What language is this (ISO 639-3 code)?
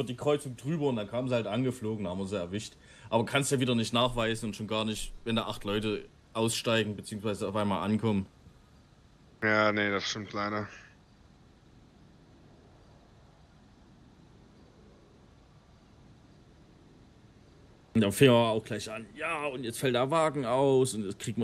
deu